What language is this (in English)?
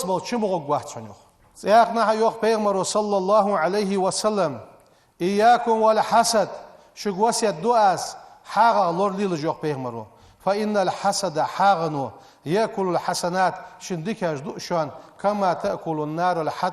Ingush